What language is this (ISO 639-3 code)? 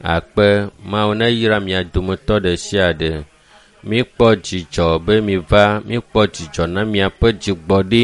ewe